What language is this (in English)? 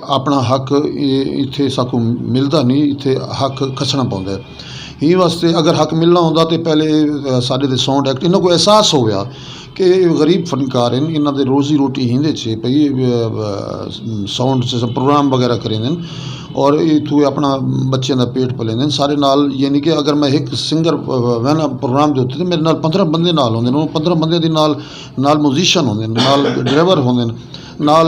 Saraiki